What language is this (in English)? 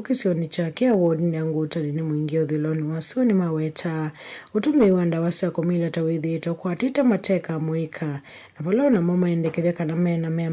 Kamba